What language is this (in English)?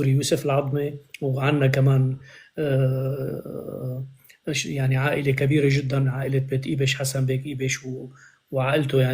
North Levantine Arabic